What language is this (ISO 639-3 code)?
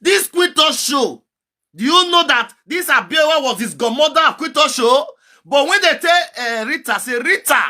pcm